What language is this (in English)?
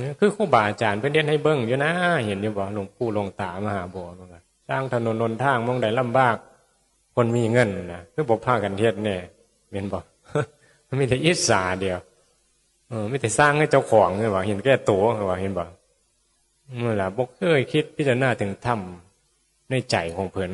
Northeastern Thai